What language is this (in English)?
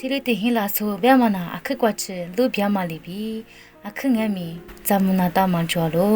Lisu